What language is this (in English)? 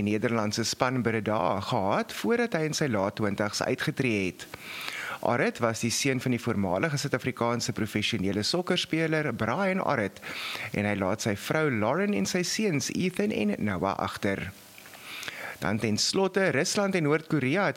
Afrikaans